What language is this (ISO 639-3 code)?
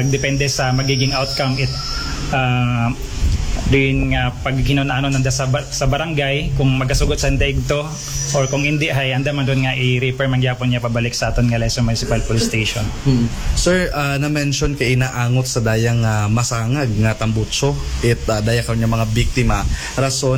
akl